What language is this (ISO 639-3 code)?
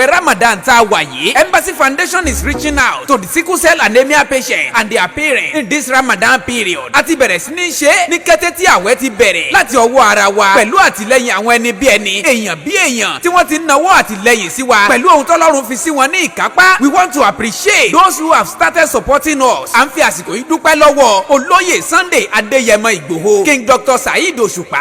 yor